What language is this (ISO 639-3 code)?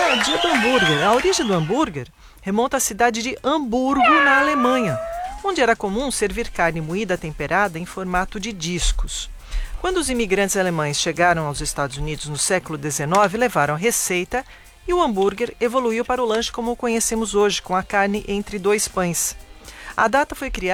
por